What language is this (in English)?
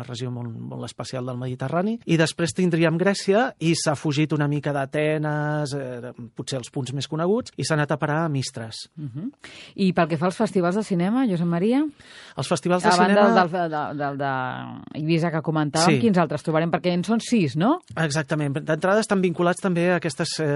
Catalan